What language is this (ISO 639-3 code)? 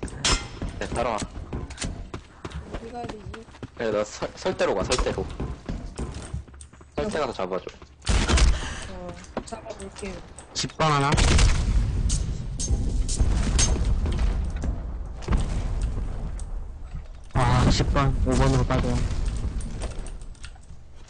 kor